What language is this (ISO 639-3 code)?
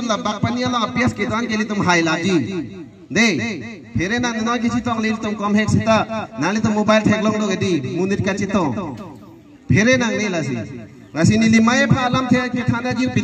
mjw